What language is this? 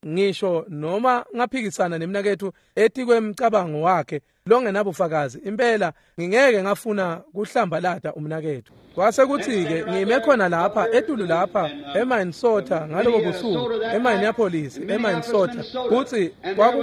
Swati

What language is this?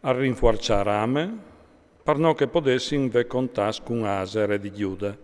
Friulian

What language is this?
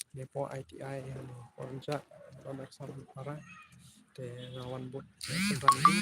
Khasi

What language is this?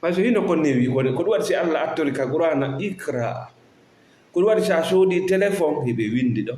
Fula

